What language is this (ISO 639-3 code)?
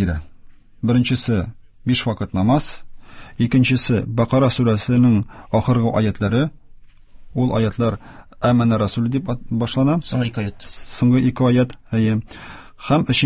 tat